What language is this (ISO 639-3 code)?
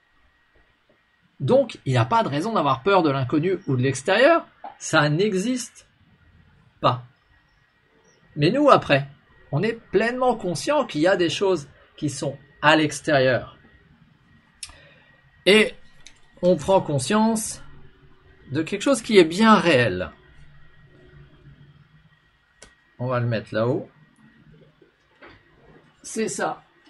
fra